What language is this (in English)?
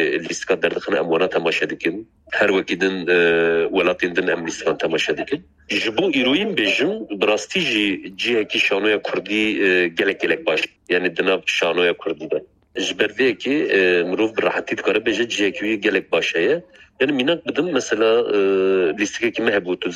Kurdish